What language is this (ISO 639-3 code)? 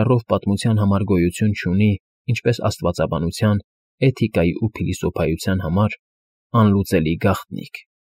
hye